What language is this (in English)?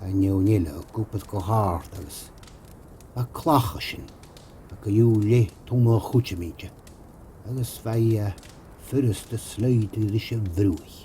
Scottish Gaelic